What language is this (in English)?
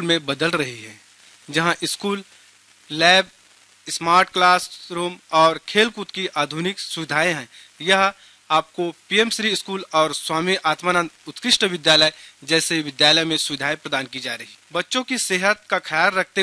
Hindi